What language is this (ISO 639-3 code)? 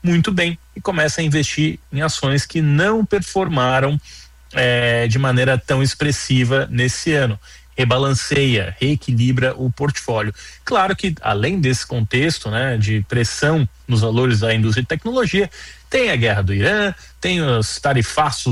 por